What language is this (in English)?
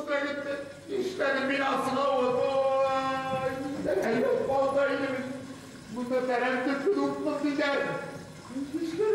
Bashkir